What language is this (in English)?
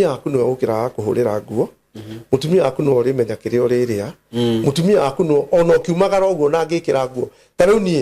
Kikuyu